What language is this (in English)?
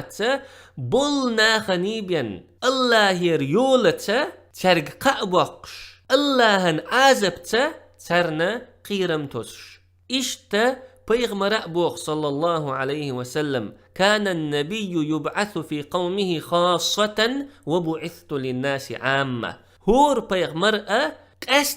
Chechen